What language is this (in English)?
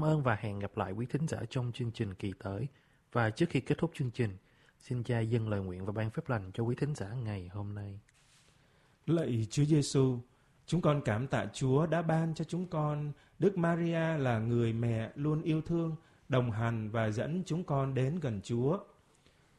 Vietnamese